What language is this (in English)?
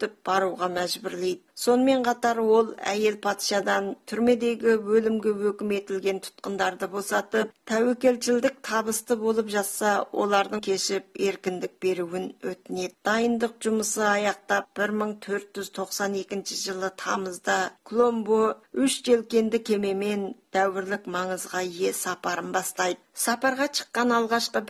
Kazakh